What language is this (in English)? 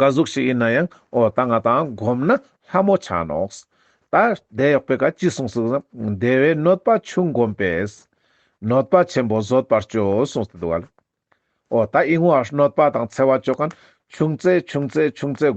Ladakhi